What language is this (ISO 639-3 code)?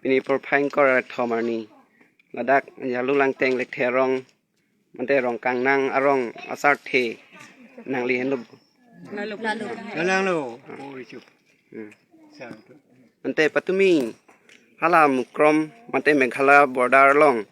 mjw